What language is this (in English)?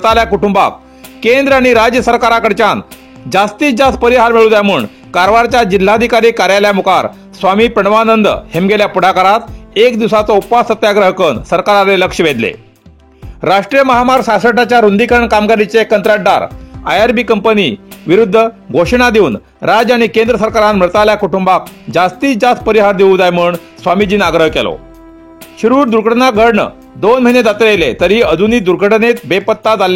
Konkani